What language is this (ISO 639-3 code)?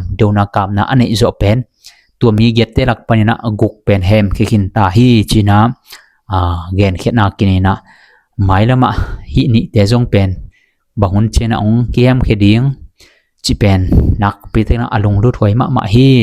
ctd